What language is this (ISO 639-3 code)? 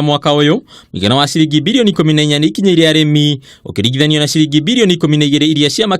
kik